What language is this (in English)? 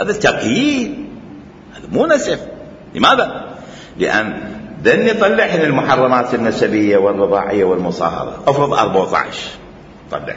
Mesopotamian Arabic